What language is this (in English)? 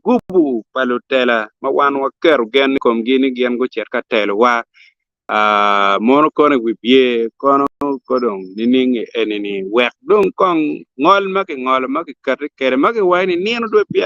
Acoli